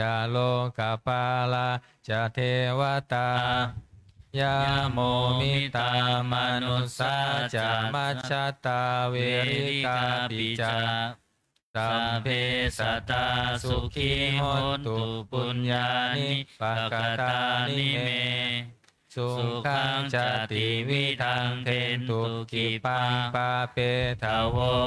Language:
Pali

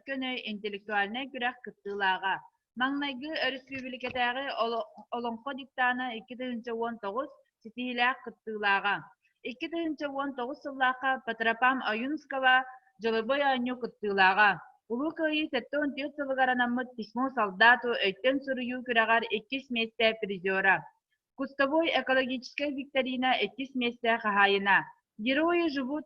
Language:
Yakut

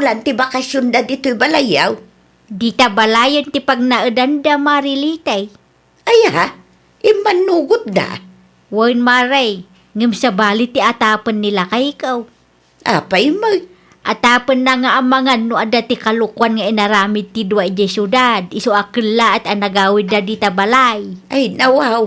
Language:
Iloko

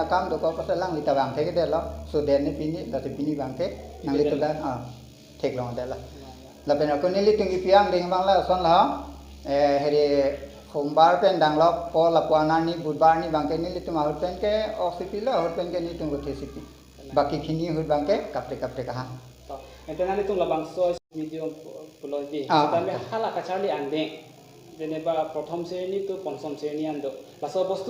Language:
Karbi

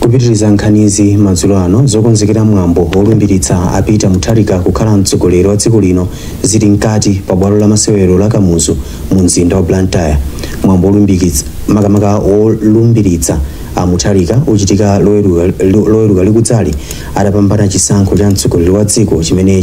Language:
Nyanja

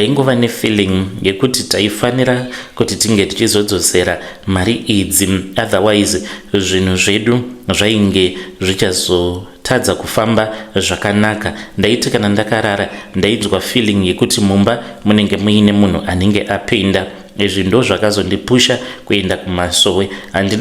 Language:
Shona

